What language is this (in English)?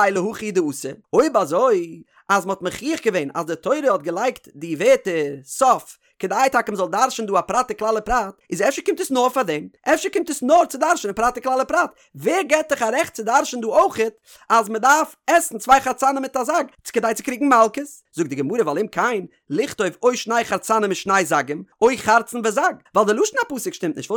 Yiddish